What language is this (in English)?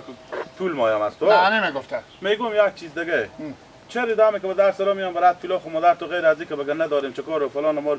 Hazaragi